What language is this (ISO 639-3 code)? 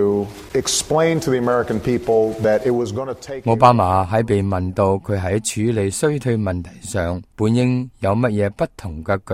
yue